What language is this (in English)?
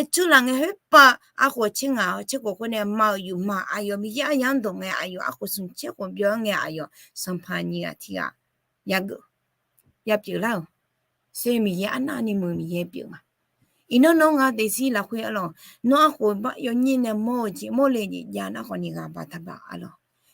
Akha